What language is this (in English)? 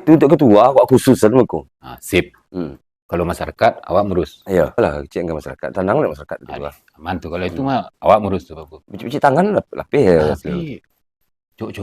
Minangkabau